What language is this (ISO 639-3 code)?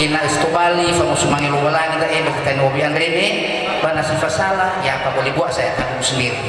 nia